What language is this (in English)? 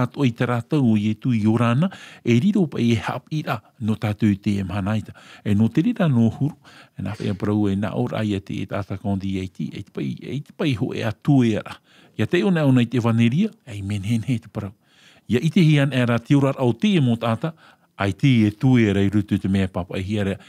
Tahitian